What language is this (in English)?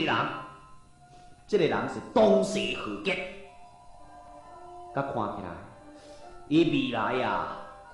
Min Nan Chinese